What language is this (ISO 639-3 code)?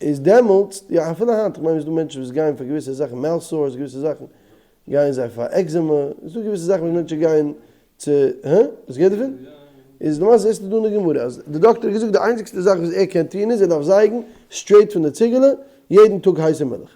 yid